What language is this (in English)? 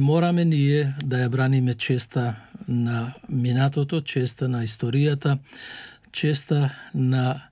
Macedonian